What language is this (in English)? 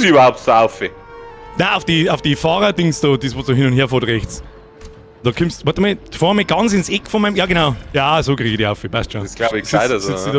Bavarian